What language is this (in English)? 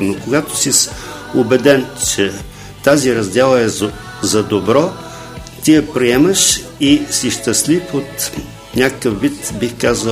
Bulgarian